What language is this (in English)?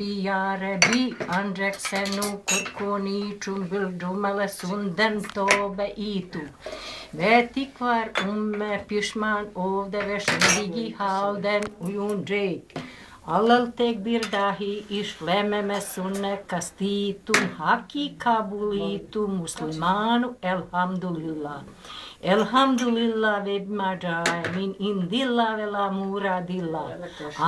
Turkish